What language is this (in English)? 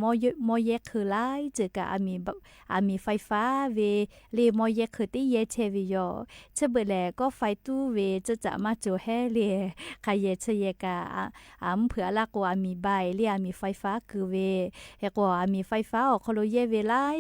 Lahu